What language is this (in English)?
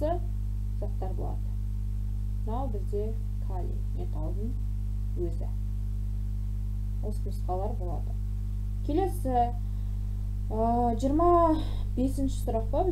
Kazakh